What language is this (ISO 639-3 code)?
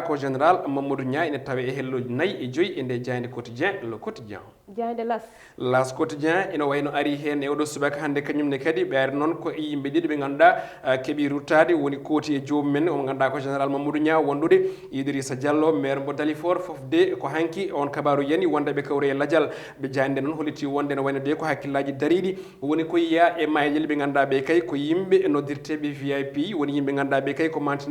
ful